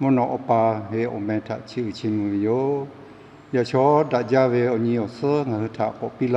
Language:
Lahu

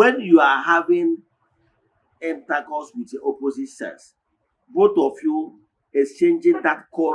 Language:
Igbo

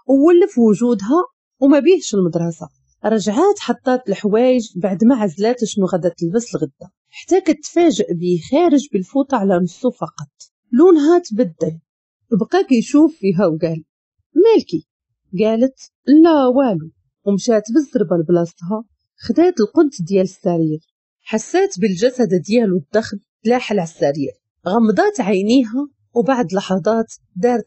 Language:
Moroccan Arabic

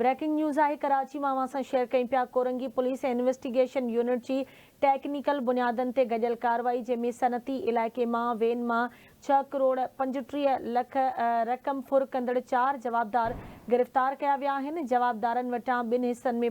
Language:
Sindhi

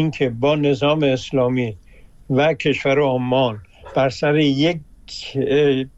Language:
Persian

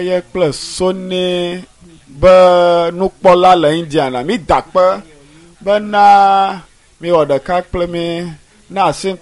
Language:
Ewe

